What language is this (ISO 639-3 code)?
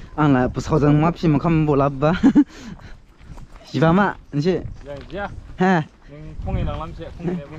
dis